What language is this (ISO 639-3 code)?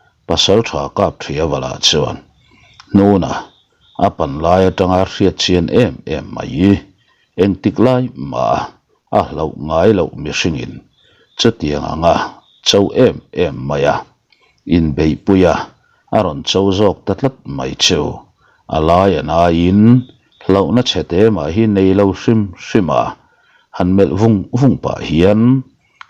lus